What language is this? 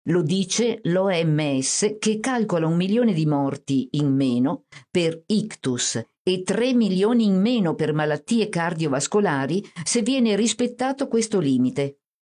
Italian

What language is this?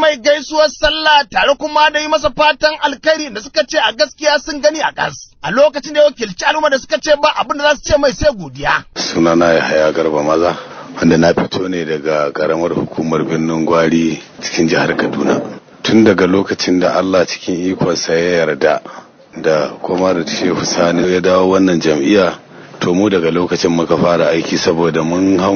Hausa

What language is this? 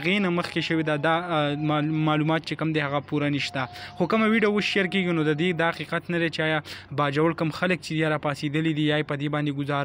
Pashto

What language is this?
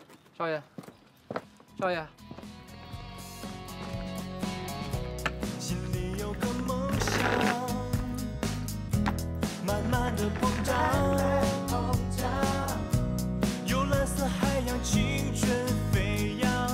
Chinese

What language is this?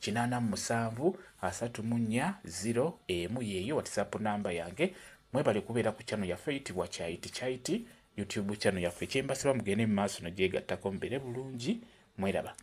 Ganda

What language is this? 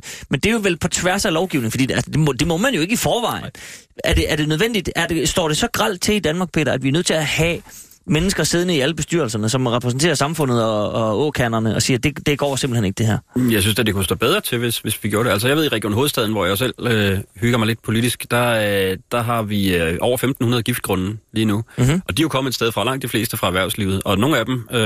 Danish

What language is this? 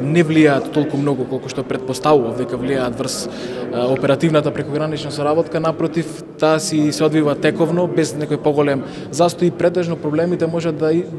Macedonian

